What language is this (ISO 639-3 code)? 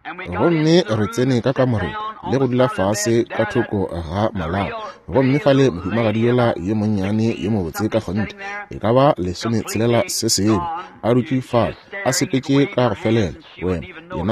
nso